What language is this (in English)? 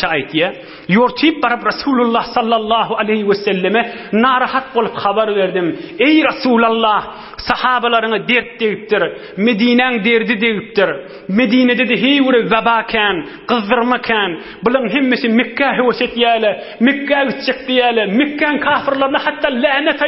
Turkmen